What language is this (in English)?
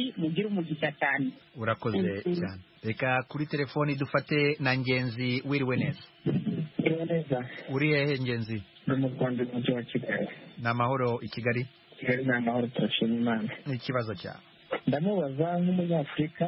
Kinyarwanda